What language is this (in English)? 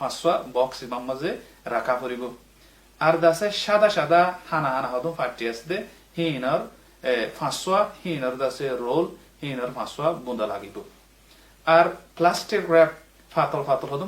Rohingya